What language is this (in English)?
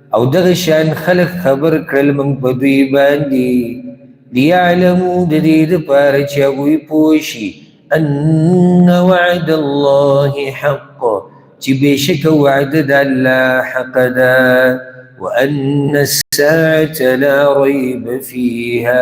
Pashto